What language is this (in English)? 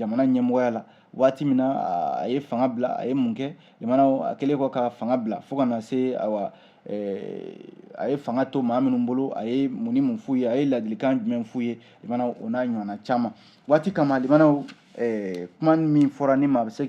Bambara